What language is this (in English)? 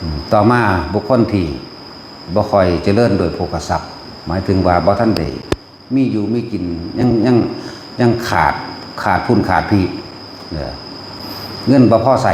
Northeastern Thai